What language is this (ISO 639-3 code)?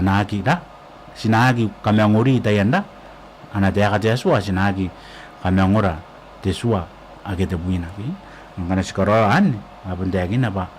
gil